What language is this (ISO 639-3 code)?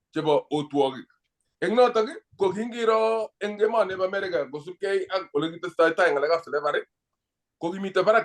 kln